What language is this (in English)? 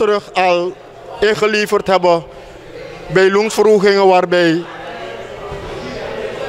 Dutch